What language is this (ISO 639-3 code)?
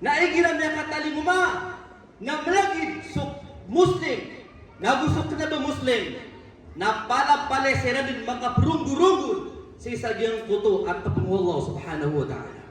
mrw